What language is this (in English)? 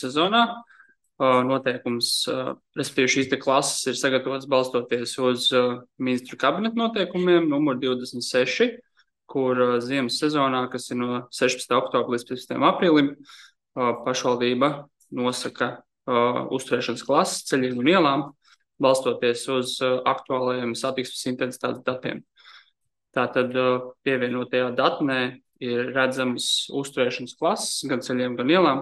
Latvian